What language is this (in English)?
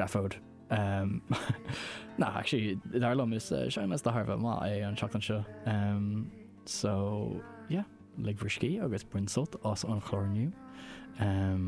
Irish